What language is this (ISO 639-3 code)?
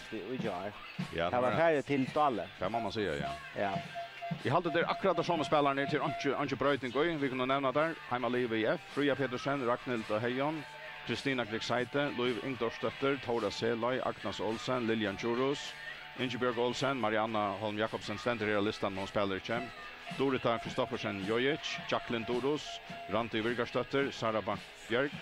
fao